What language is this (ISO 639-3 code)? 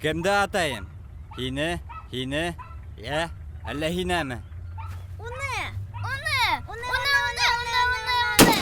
bak